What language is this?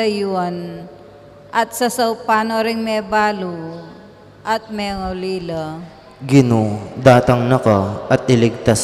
Pampanga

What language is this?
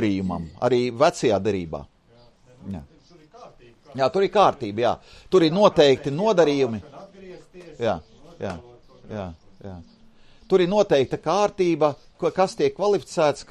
Latvian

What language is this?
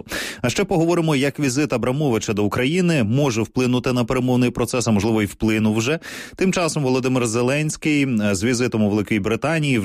Ukrainian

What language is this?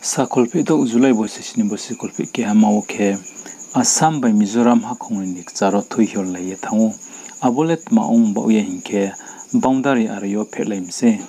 Riang (India)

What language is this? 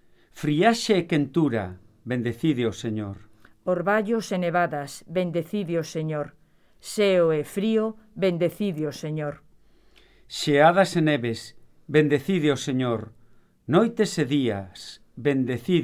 Galician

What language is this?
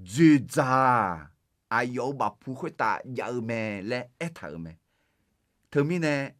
Akha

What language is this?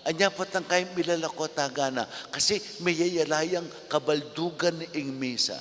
Pampanga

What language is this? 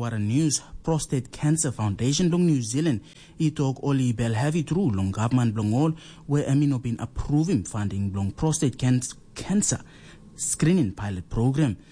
Tok Pisin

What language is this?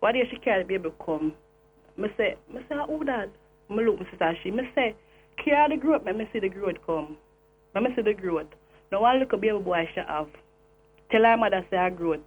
Jamaican Creole English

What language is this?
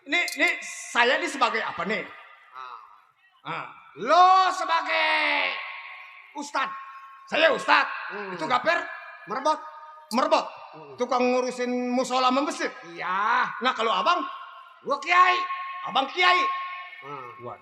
Betawi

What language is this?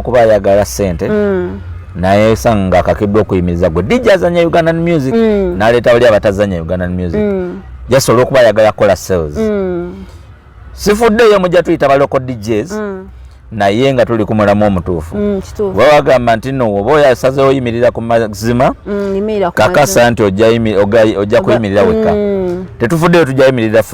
Ganda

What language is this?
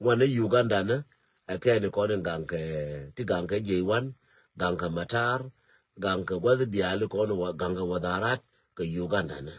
Nuer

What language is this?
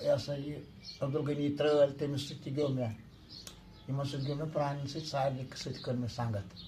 Kashmiri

